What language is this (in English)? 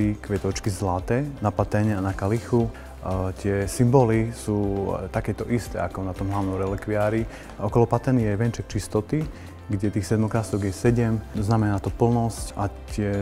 Slovak